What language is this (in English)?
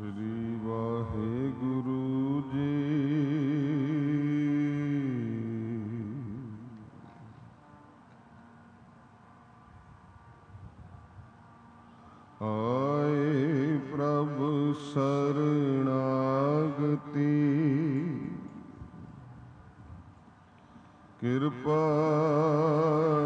Punjabi